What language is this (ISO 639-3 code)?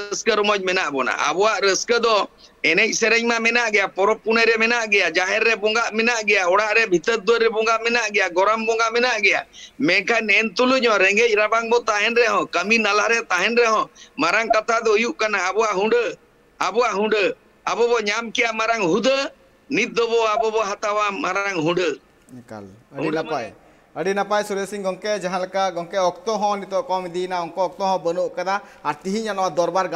sat